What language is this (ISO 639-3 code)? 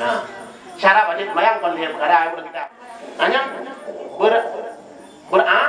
ace